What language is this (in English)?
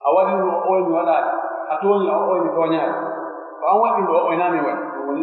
Pular